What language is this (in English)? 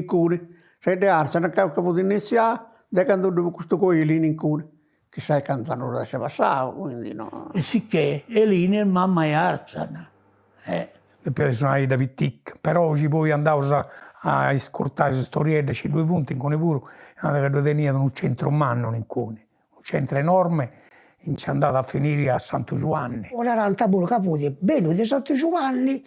Sardinian